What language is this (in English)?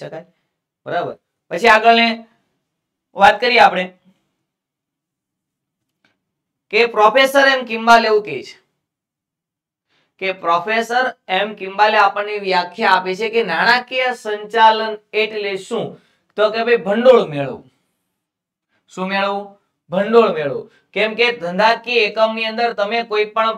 Gujarati